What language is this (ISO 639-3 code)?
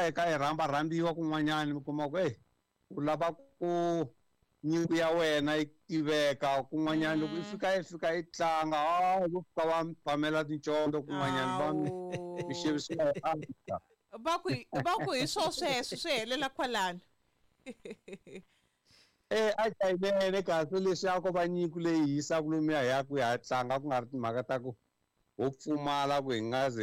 tso